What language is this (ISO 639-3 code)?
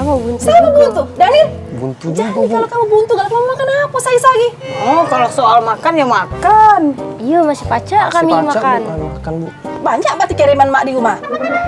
mui